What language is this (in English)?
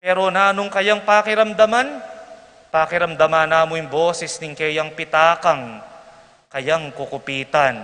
Pampanga